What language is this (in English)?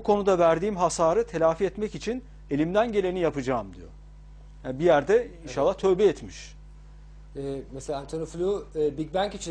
Turkish